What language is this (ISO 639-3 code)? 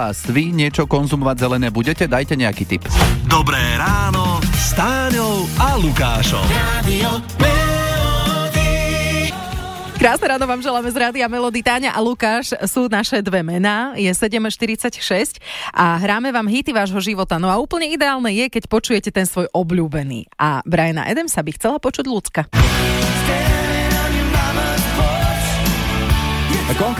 slk